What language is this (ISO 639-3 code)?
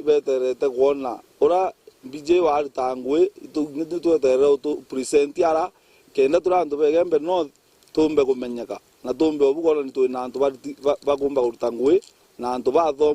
mer